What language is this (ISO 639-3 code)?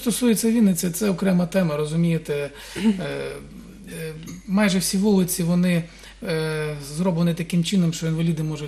ukr